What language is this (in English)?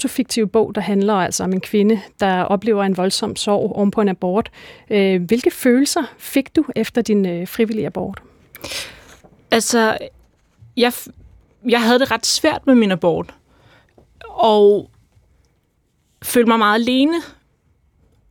Danish